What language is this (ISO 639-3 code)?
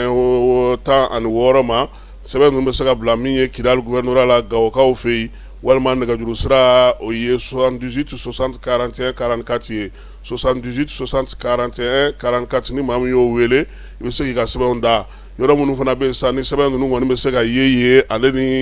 bam